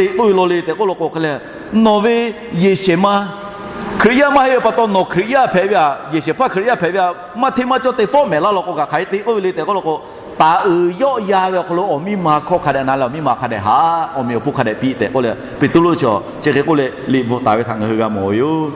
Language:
Lahu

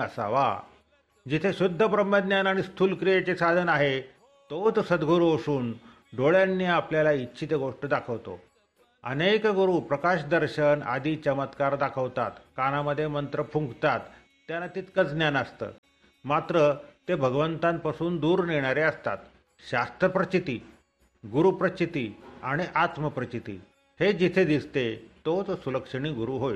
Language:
Marathi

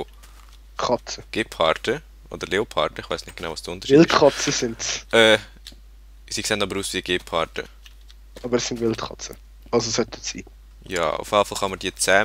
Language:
Swiss German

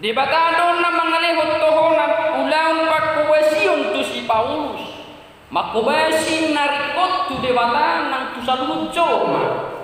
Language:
Batak Toba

